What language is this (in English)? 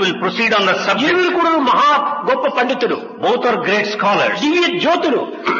Telugu